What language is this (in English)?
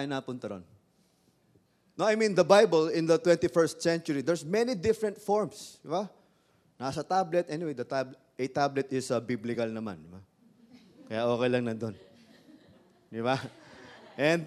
Filipino